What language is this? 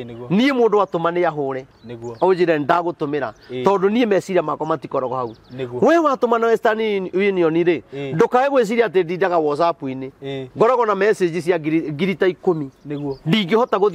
Kikuyu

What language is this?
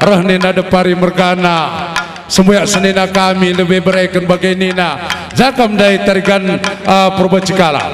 Batak Karo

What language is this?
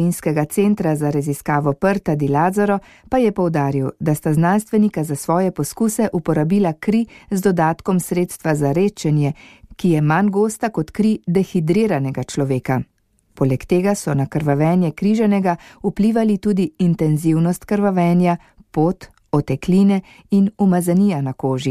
Slovenian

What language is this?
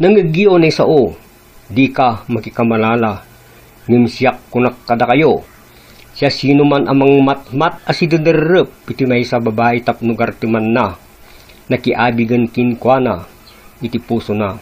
Iloko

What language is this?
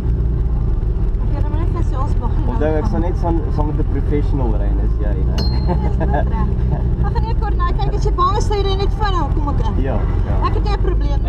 Afrikaans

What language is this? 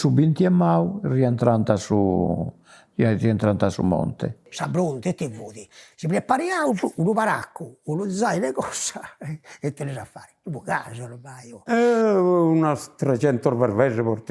Sardinian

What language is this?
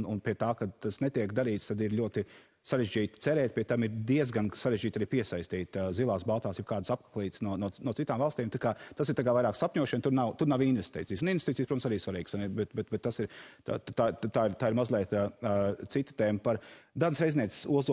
Latvian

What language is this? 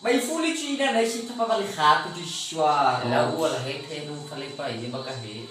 Nias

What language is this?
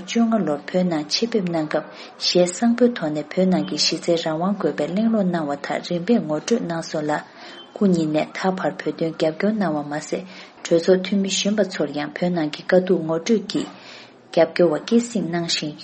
Tibetan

